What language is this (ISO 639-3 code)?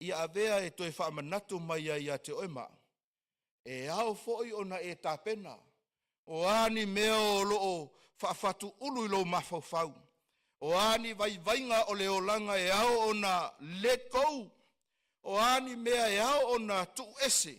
smo